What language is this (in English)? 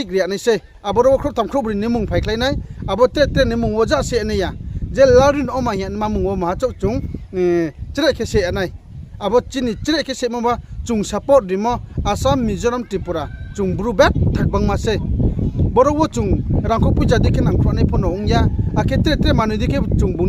Riang (India)